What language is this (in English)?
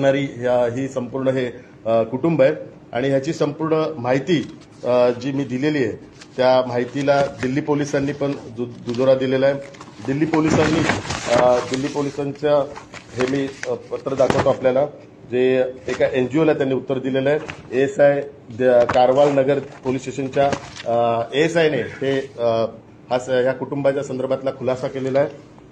Marathi